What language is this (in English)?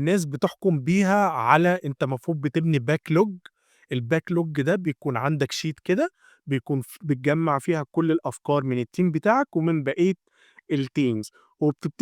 Egyptian Arabic